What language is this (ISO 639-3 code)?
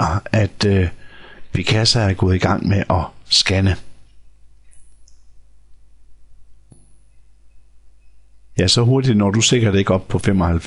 dan